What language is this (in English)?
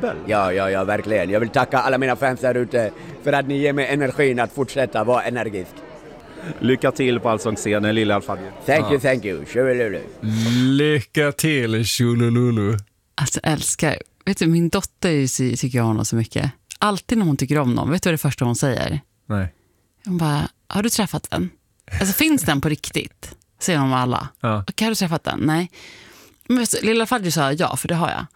Swedish